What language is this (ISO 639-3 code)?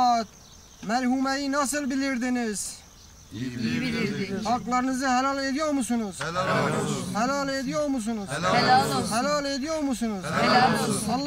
tur